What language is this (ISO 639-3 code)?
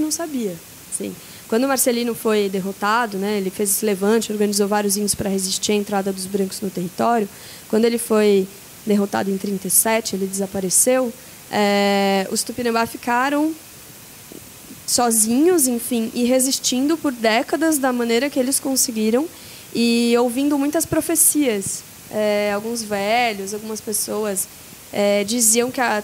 por